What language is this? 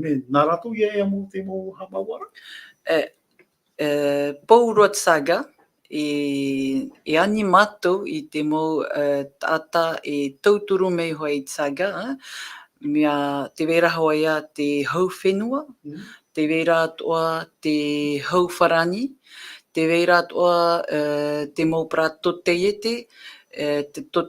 Tahitian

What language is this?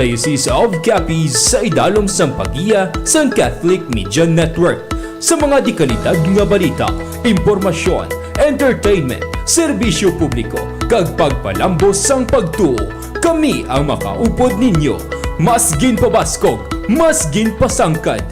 Hiligaynon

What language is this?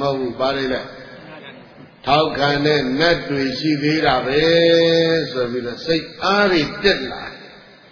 Burmese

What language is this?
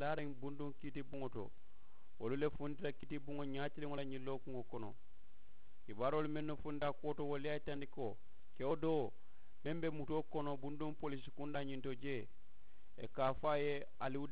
Mandingo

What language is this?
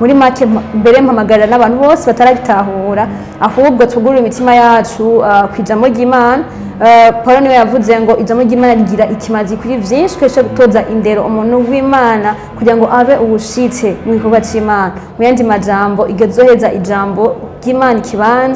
Rundi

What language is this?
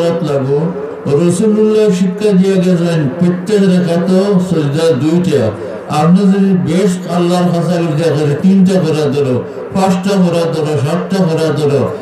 Sylheti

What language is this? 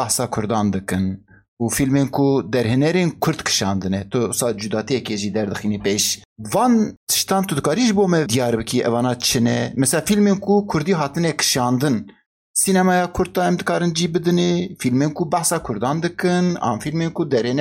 Kurdish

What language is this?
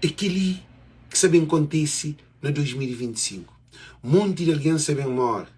Kabuverdianu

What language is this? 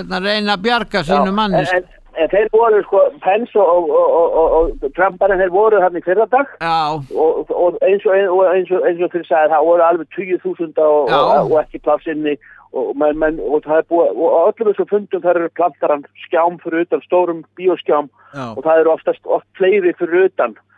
Icelandic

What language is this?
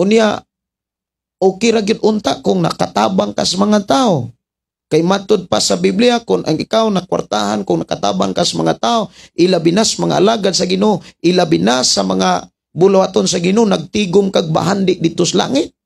Cebuano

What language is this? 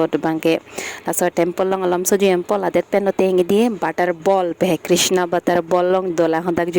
Karbi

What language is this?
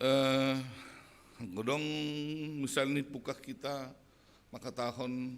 Batak Simalungun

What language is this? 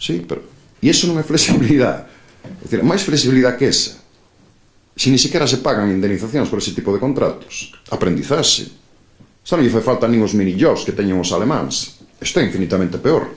Galician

